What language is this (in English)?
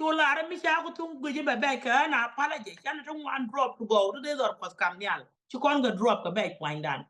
Nuer